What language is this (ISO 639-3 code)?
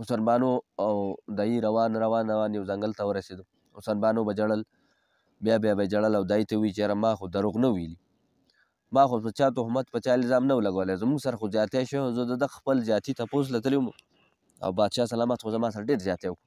pus